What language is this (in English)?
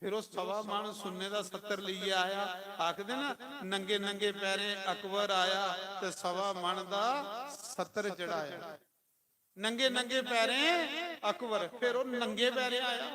Dogri